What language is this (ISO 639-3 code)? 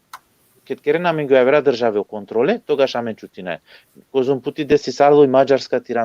rmn